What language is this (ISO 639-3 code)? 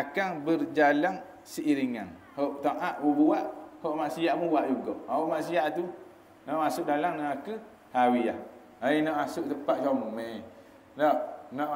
msa